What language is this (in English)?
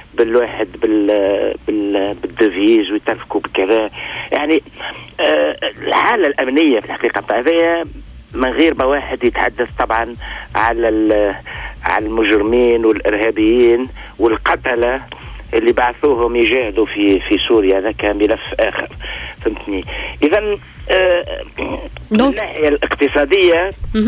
Tunisian Arabic